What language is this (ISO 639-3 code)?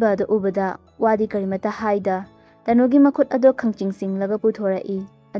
mni